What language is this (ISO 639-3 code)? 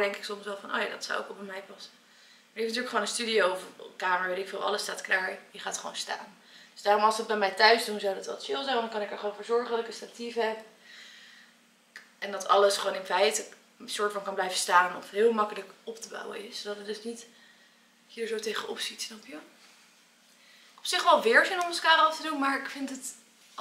nld